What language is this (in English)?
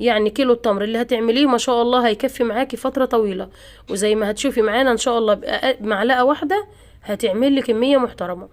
Egyptian Arabic